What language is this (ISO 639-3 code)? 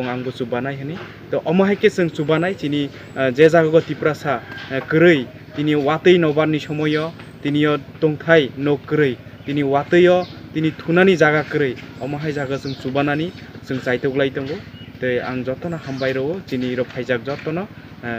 trp